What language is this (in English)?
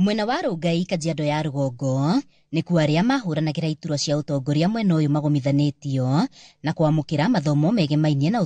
Kikuyu